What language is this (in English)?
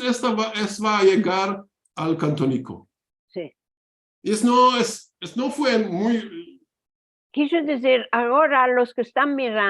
Ladino